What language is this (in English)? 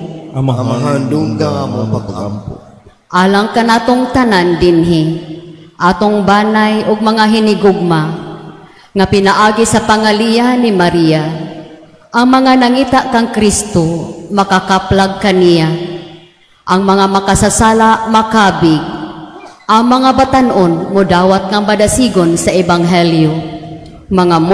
Cebuano